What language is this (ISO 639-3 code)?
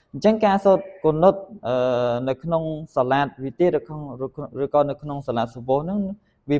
khm